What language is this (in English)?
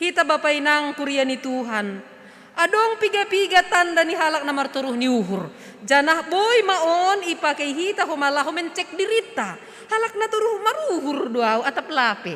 Batak Simalungun